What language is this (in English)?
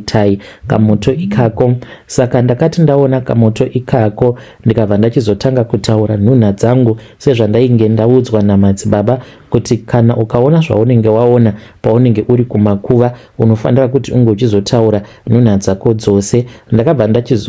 Shona